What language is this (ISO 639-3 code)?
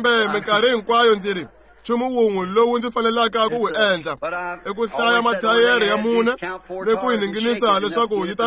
tso